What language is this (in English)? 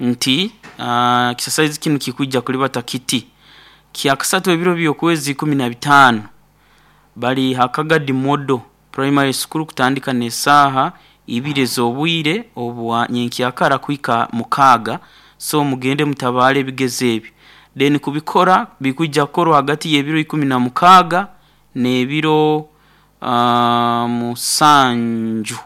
Nyoro